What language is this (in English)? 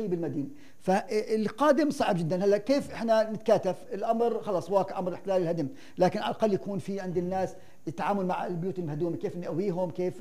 North Levantine Arabic